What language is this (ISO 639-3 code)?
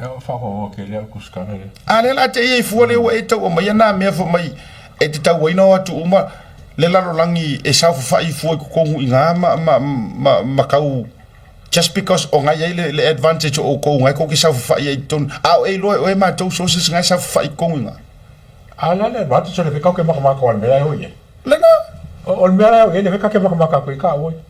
smo